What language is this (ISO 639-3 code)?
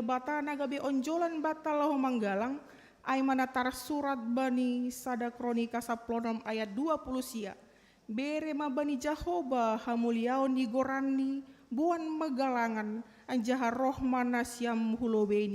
bts